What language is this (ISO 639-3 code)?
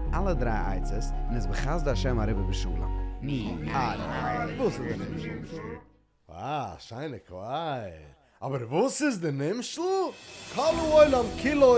yid